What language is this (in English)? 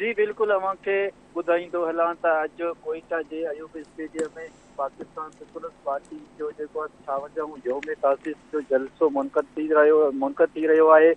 Sindhi